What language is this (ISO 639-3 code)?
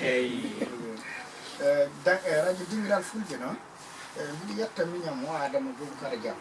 ful